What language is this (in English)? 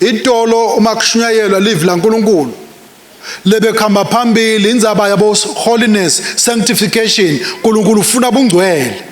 Swati